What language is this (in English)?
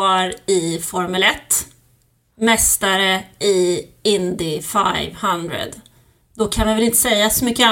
Swedish